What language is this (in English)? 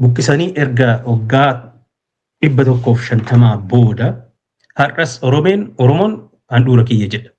Oromo